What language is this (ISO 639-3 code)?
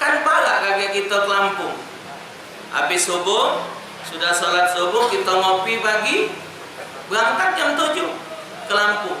mui